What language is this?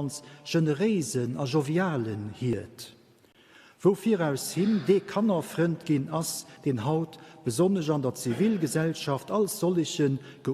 Luxembourgish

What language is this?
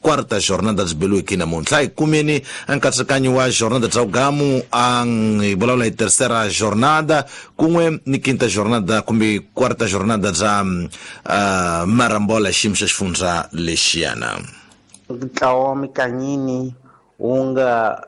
Tsonga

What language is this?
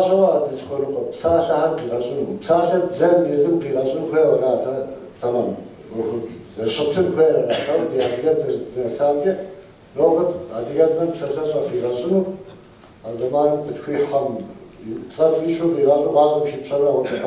Kabardian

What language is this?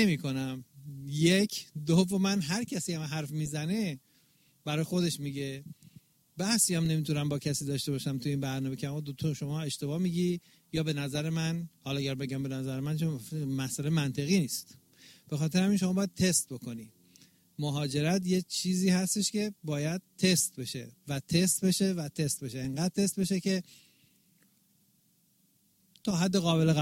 Persian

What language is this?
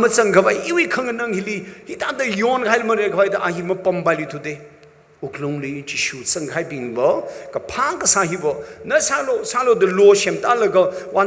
Tangkhul Naga (India)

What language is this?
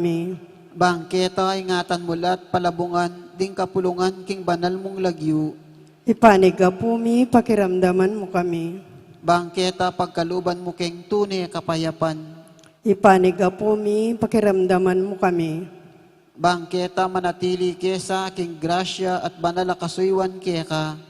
Pampanga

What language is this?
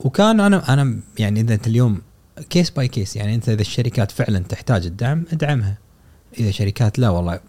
Gulf Arabic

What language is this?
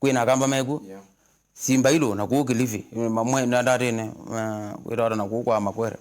Kamba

